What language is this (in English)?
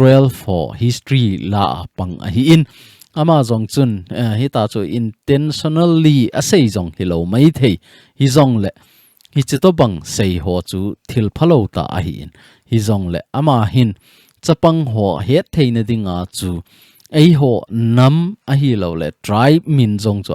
Thado Chin